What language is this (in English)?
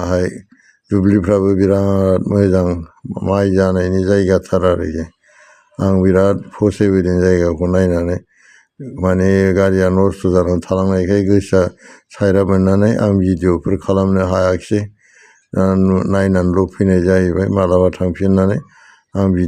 Bodo